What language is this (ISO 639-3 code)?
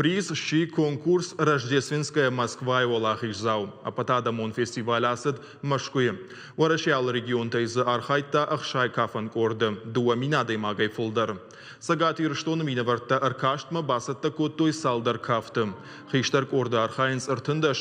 oss